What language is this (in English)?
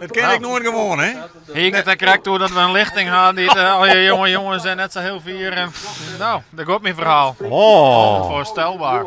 Western Frisian